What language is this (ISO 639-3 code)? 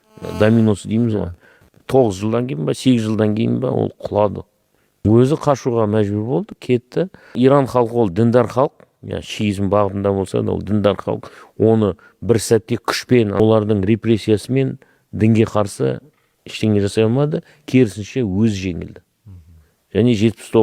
kaz